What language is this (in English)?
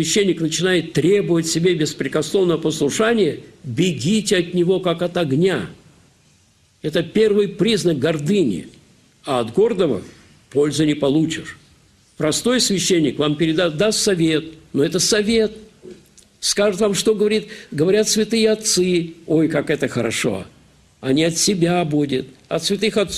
Russian